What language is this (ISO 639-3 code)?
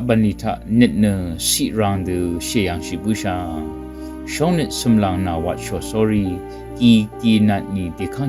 raw